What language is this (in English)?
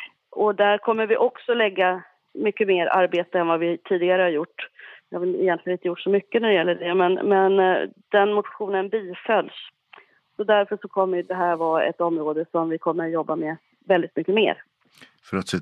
Swedish